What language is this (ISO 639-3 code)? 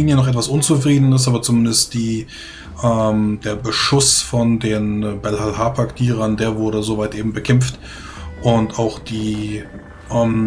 deu